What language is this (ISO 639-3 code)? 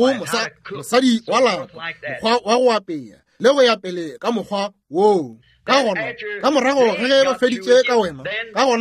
nso